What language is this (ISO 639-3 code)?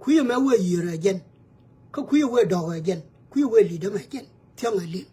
nus